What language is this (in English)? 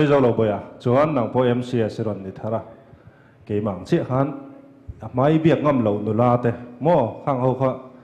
Mizo